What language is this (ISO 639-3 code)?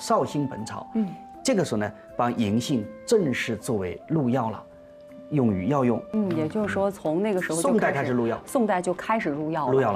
zho